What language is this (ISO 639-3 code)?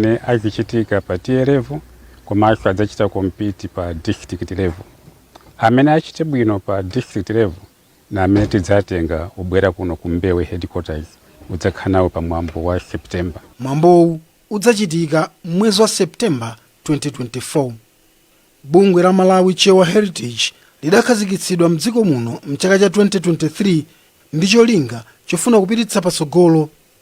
nya